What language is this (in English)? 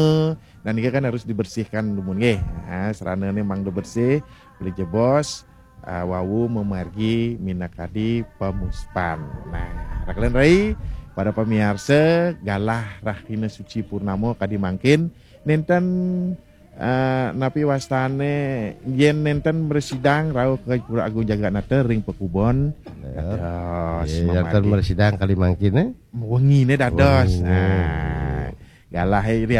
Balinese